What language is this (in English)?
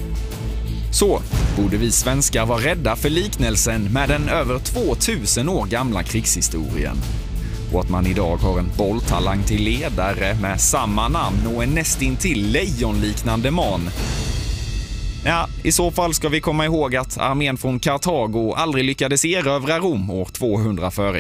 Swedish